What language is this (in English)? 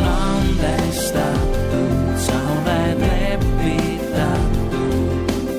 Estonian